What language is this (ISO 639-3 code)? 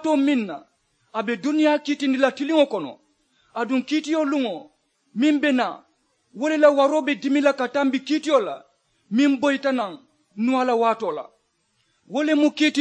man